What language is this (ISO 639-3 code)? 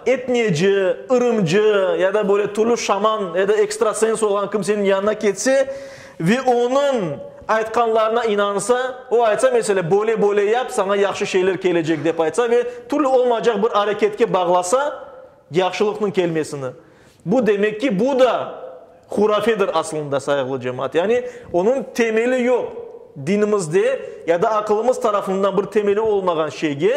crh